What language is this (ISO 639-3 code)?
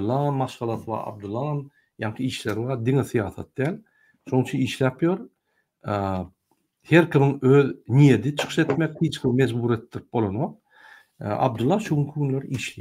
tuk